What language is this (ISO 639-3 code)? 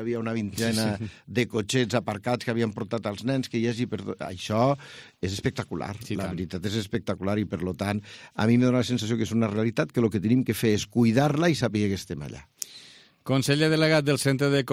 cat